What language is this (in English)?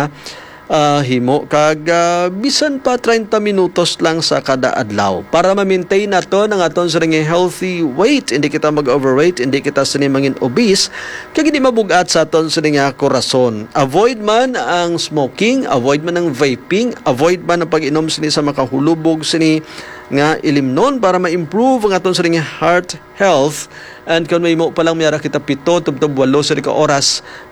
Hiligaynon